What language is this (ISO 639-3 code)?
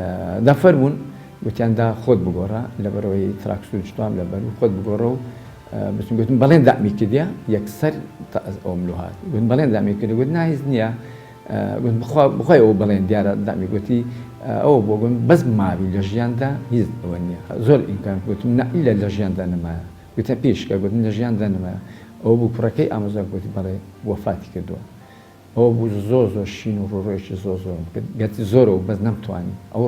ckb